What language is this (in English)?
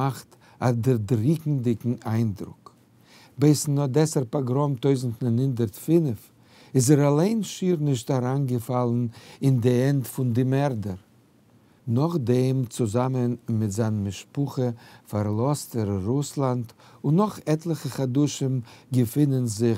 Yiddish